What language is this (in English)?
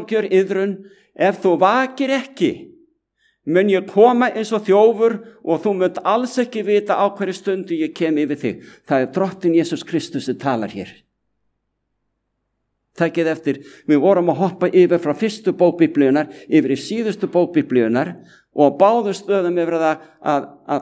Icelandic